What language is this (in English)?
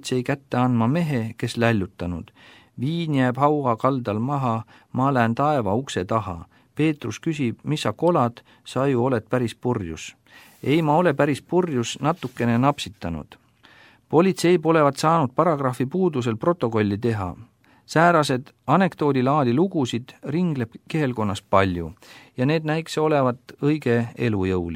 Estonian